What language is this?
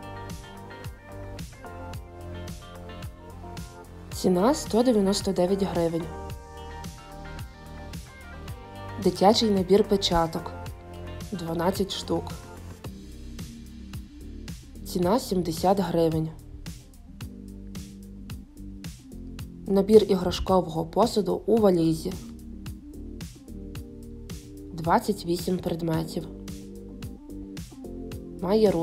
Ukrainian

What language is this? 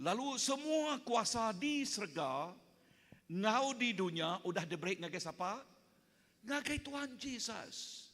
Iban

